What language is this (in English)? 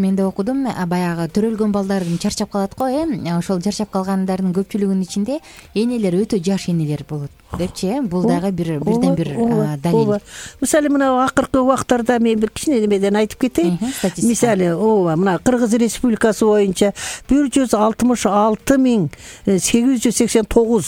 Kyrgyz